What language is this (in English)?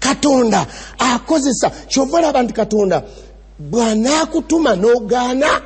Ganda